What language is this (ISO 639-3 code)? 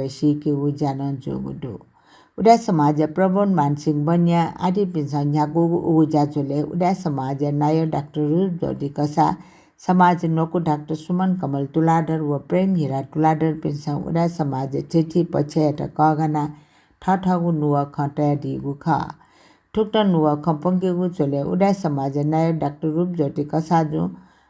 new